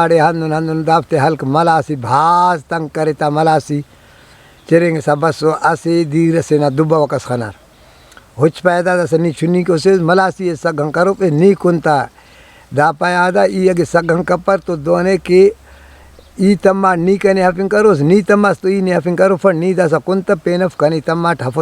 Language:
Brahui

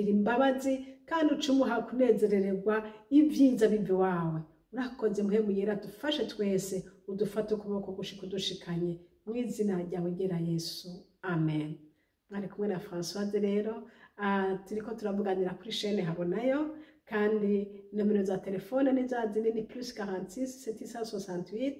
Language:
Rundi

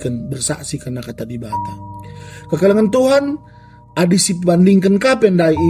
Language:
Batak Karo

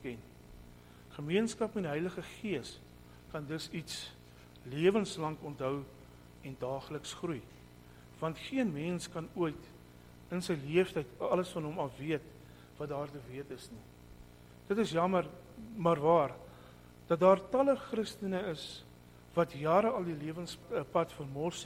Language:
Afrikaans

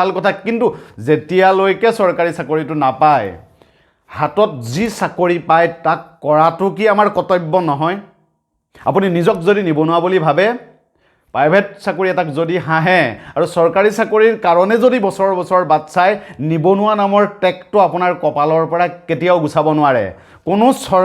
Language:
Assamese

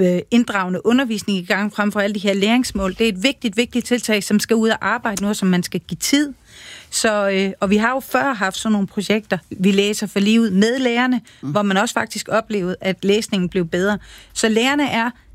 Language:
Danish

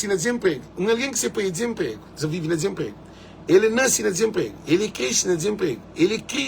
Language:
Kabuverdianu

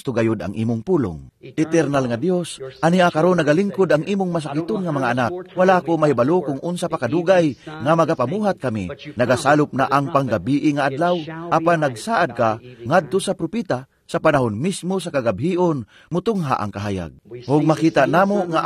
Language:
Cebuano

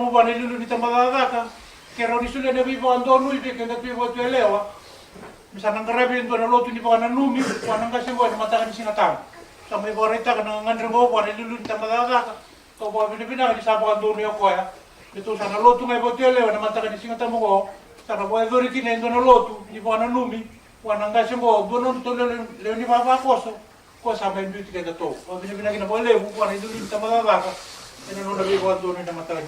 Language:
Fijian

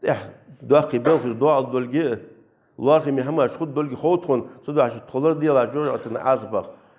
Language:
Ingush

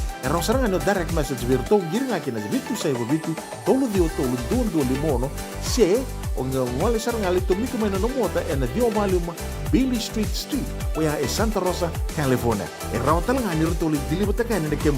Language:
Fijian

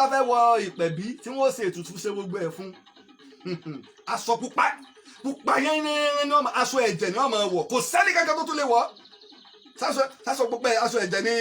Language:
Yoruba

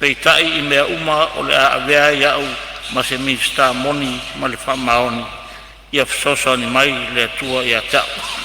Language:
Samoan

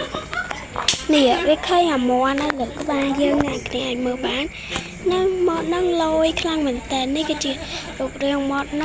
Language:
Khmer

